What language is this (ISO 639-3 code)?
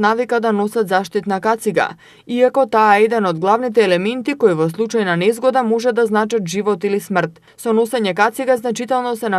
mkd